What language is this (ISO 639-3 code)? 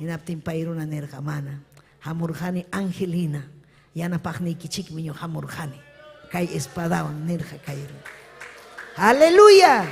quy